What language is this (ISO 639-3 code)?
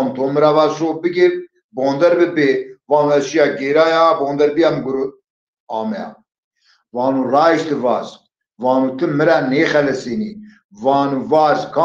zza